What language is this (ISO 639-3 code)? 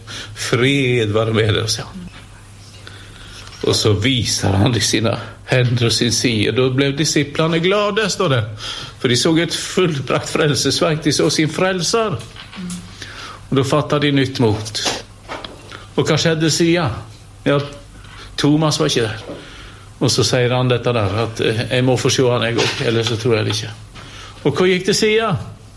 nor